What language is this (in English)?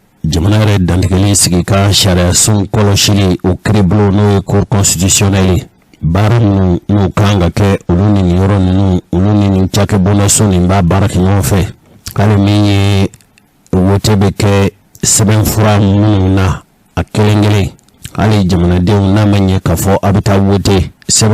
Bambara